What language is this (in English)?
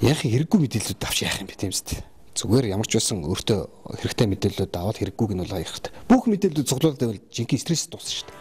Mongolian